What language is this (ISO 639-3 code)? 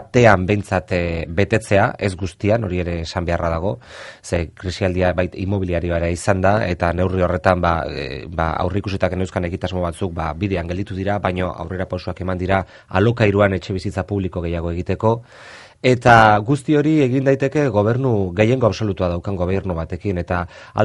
eus